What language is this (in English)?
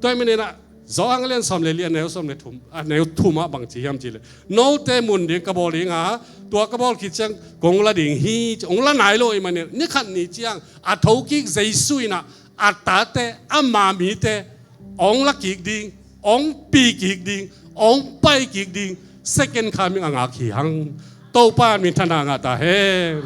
Tedim Chin